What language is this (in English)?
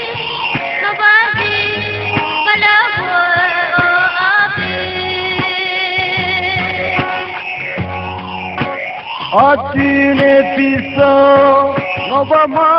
Poumei Naga